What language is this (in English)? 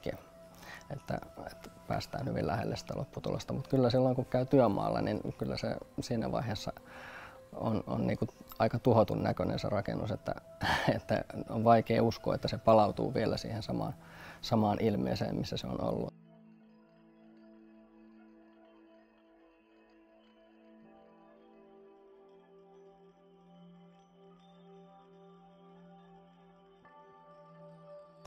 Finnish